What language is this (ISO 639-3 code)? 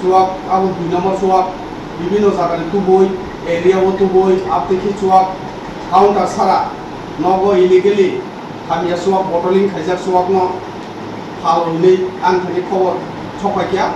trp